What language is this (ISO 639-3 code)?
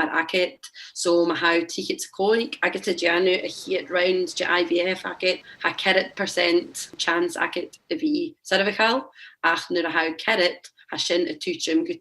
gla